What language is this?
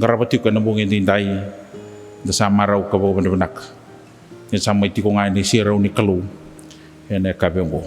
Fijian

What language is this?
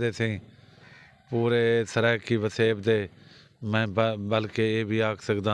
Saraiki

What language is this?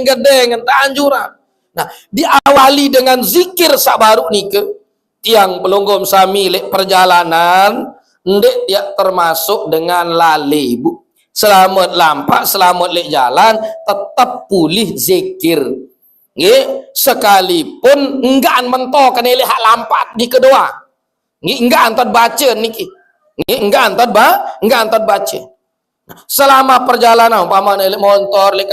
Sasak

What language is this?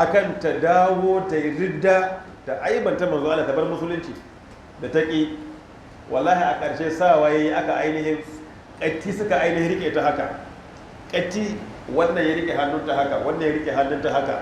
Hausa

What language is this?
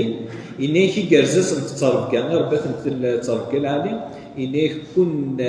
Kabyle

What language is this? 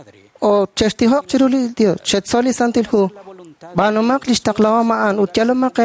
Kekchí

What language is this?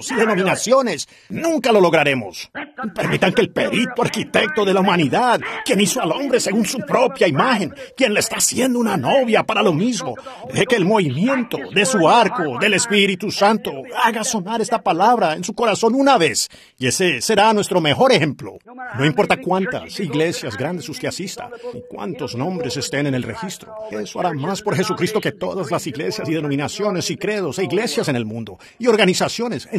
Spanish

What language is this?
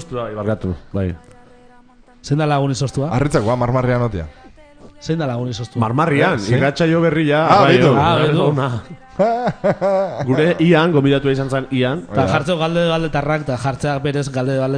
Basque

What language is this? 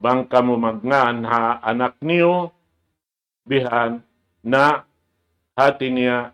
Tausug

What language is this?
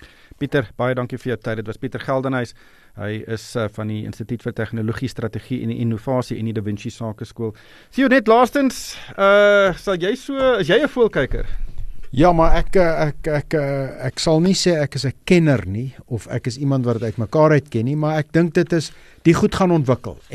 Afrikaans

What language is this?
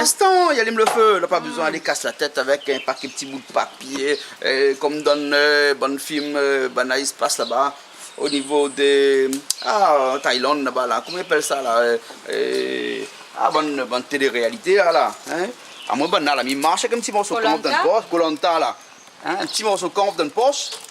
Réunion Creole French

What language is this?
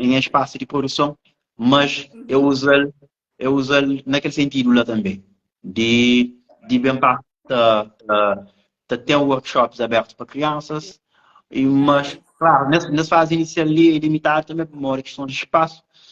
Kabuverdianu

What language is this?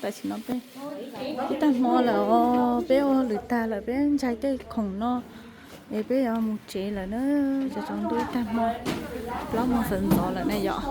Hmong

